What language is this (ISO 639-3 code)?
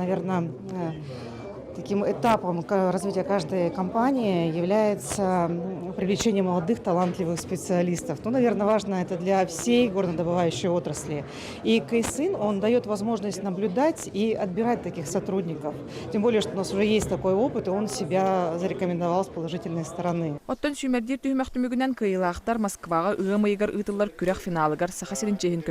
sah